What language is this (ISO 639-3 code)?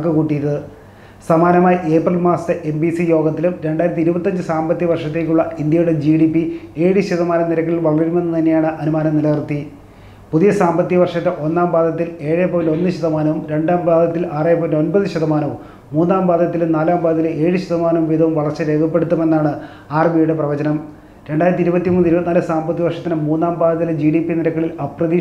mal